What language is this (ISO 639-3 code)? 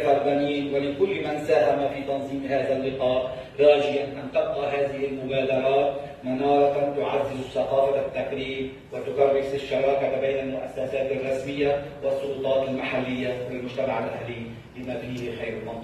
apc